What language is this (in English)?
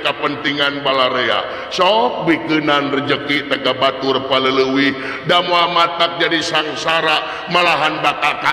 Sundanese